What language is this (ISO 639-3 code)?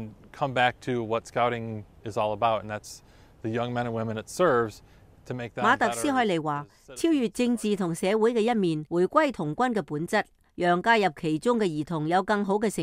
yue